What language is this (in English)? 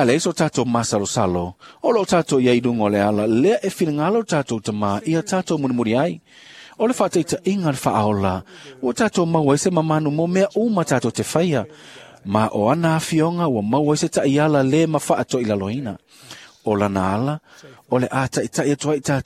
Samoan